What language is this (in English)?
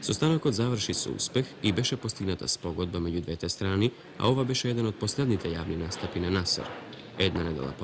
Macedonian